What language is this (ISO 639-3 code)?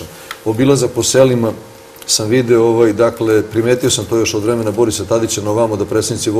srp